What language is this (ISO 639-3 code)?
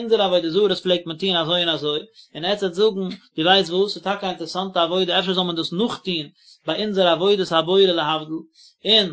yid